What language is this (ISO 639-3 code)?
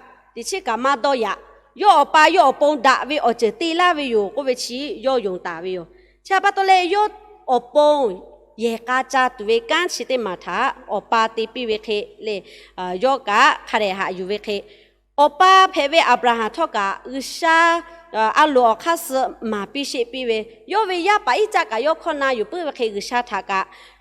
lhu